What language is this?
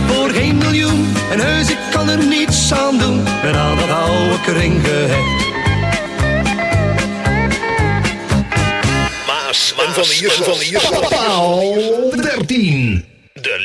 Dutch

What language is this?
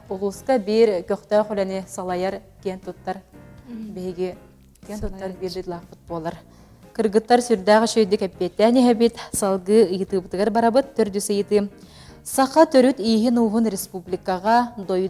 Yakut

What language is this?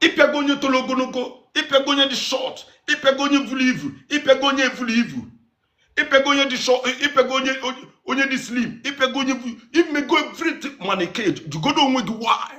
Igbo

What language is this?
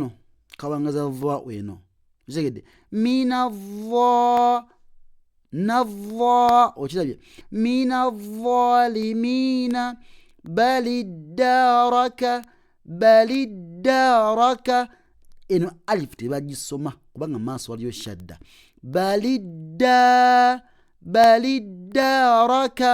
Ganda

